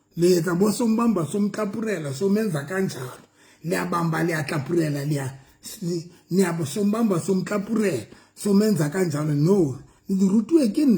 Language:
Southern Sotho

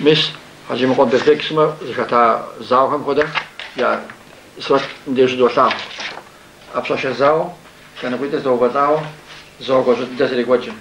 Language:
Kabardian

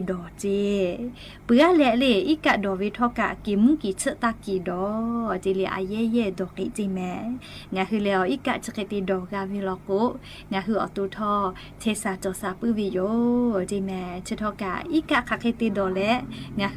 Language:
Lahu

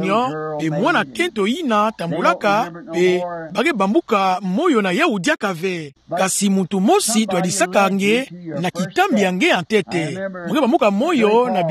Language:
Kituba (Democratic Republic of Congo)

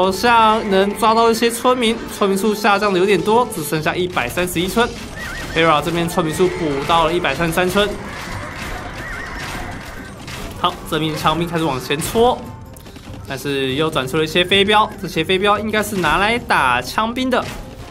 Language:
Chinese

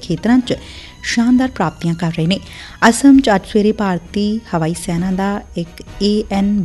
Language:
Punjabi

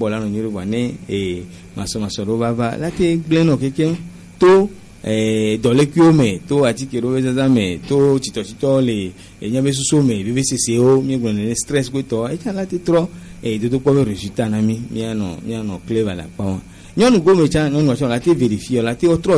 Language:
Gen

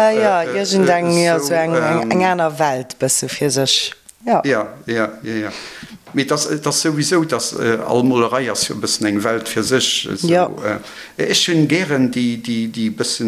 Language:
Luxembourgish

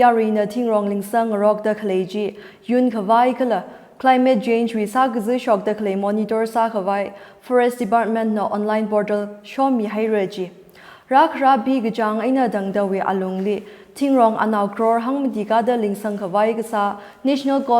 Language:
Tangkhul Naga (India)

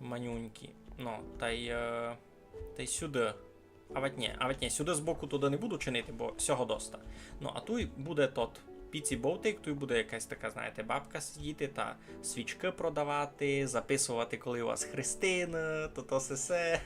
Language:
Rusyn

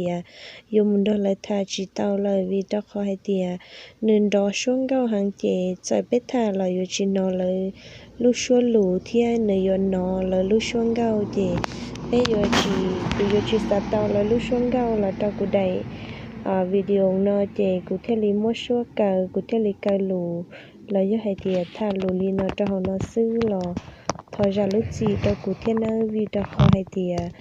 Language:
Hmong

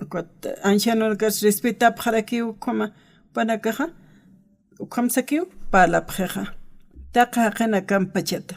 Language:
Aymara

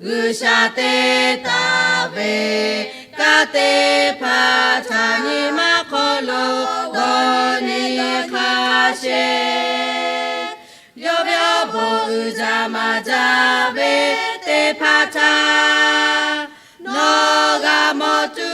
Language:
Lahu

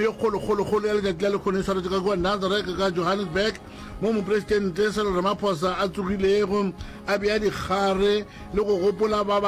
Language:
Northern Sotho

